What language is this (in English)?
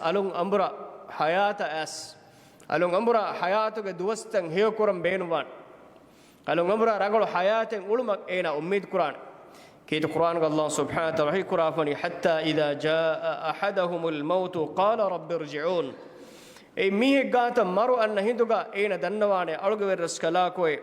Divehi